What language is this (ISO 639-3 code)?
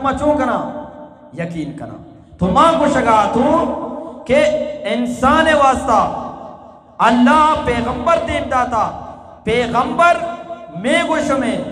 bgp